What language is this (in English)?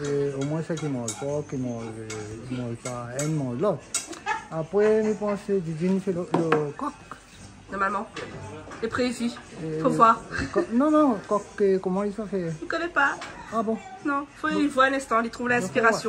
Réunion Creole French